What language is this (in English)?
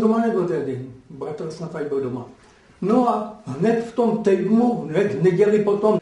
Czech